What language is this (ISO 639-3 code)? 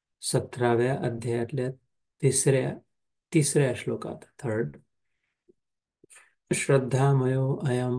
mar